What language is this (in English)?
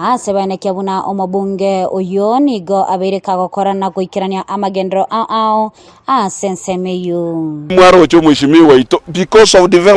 Gusii